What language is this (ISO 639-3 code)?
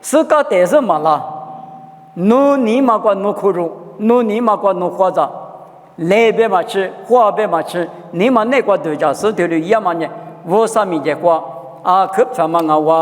lis